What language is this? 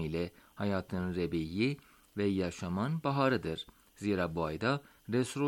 Turkish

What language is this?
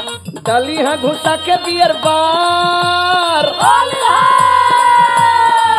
Bhojpuri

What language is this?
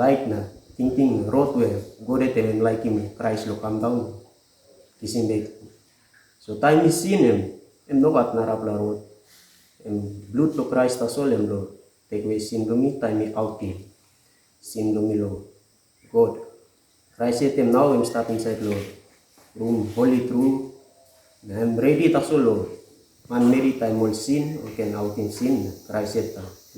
Tok Pisin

